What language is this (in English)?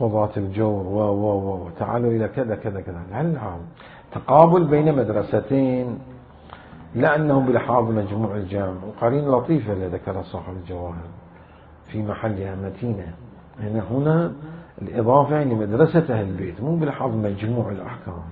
Mesopotamian Arabic